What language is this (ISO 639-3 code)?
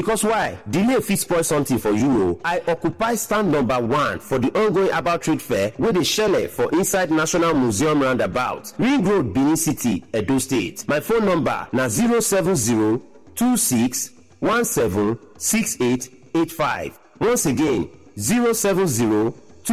pcm